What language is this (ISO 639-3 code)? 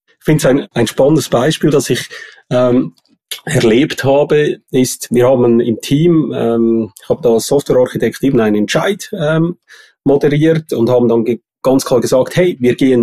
deu